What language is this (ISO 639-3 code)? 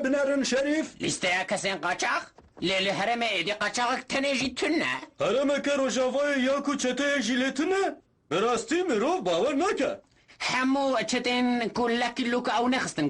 kur